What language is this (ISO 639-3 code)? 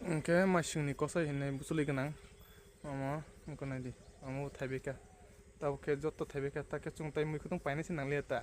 trp